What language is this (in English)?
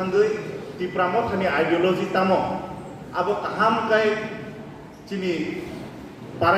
Kok Borok